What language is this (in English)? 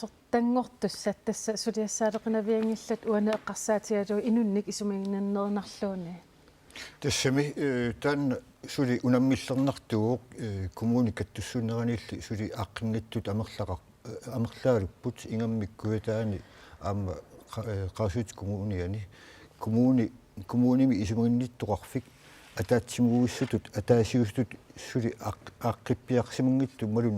Kalaallisut